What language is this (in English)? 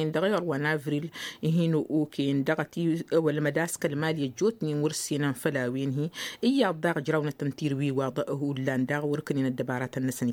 Tamasheq